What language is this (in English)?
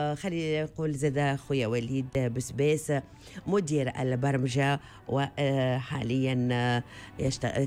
Tunisian Arabic